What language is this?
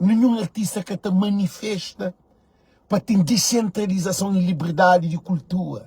Kabuverdianu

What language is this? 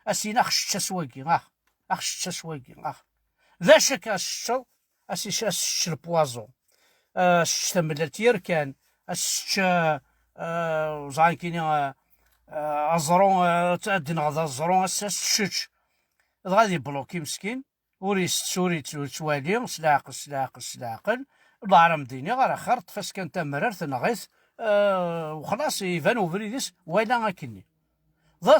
Kabyle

